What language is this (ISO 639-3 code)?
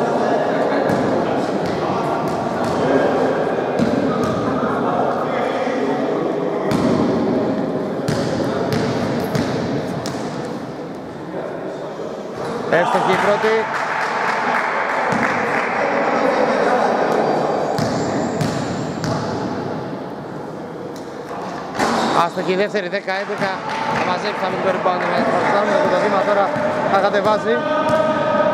ell